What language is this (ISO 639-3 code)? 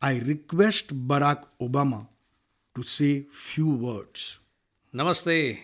kok